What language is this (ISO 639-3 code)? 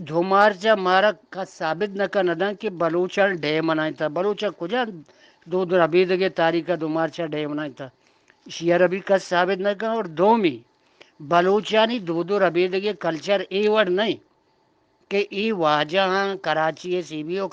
bgp